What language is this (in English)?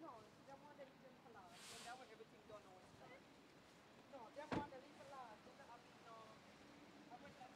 Jamaican Creole English